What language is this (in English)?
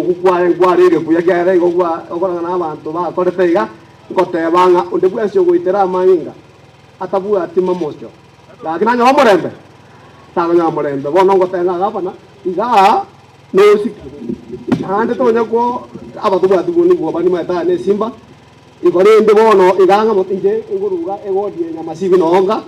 Gusii